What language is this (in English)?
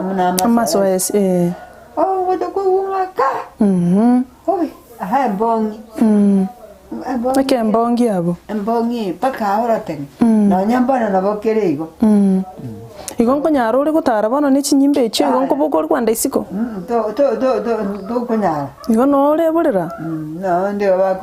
Gusii